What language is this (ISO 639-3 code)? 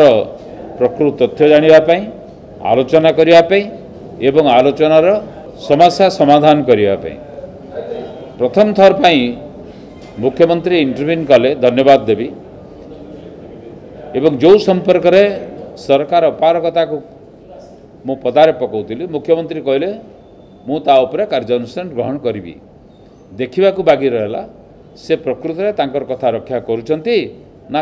ori